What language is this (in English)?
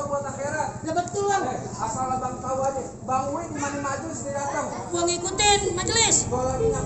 Betawi